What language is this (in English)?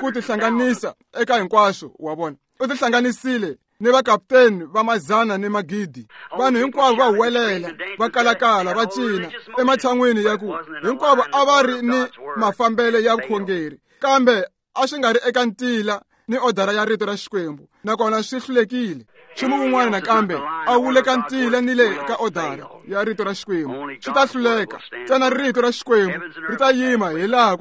Tsonga